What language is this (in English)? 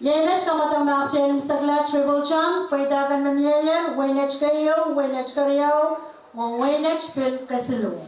Pohnpeian